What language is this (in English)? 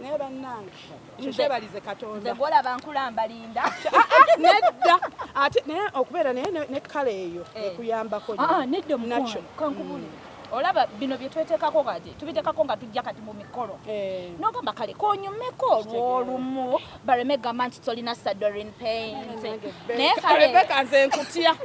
Ganda